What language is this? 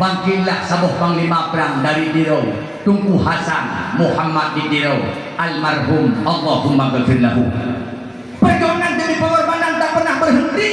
Achinese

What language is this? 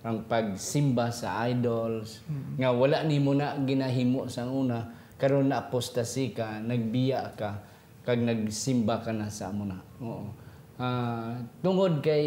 Hiligaynon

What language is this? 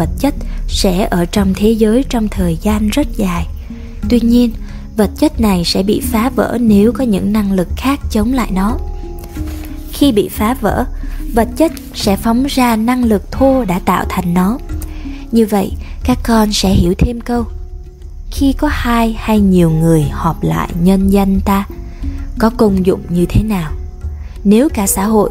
Vietnamese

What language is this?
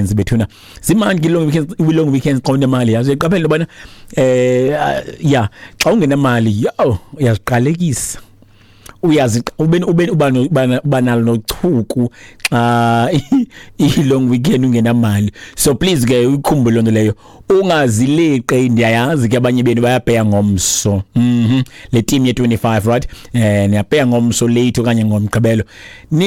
Xhosa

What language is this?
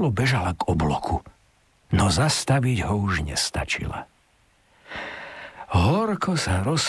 Slovak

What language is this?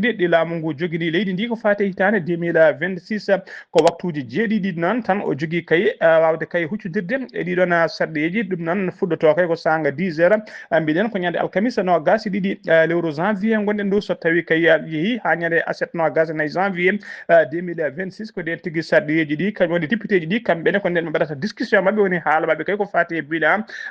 Fula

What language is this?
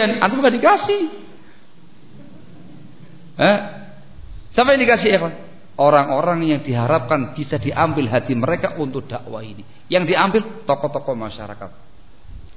Indonesian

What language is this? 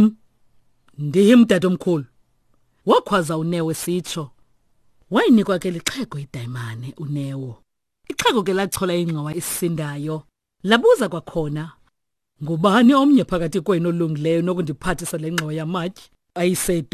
Xhosa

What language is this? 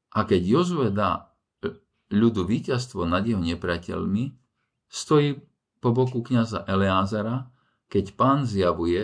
Slovak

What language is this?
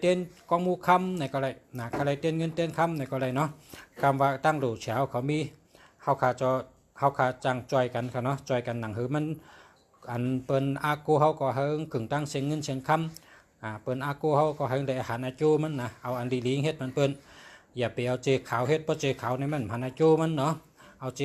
Shan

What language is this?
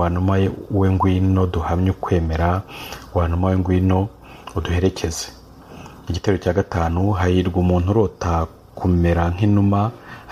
Kinyarwanda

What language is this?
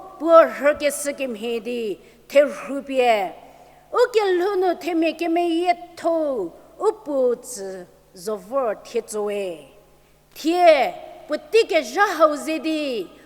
Angami Naga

